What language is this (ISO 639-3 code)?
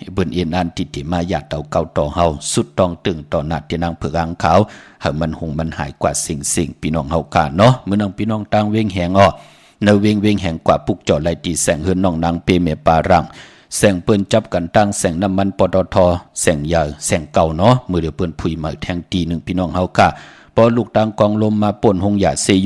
shn